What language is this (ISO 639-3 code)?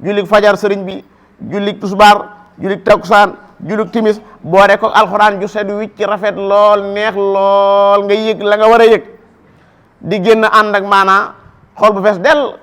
wol